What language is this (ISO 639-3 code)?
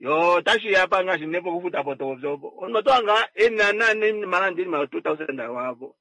kua